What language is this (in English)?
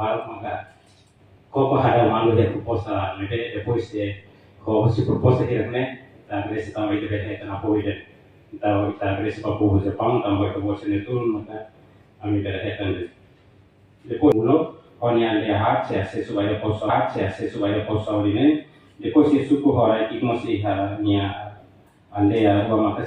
Tetum